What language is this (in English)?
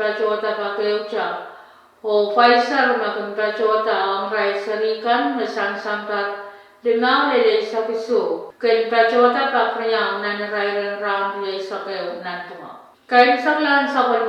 Pohnpeian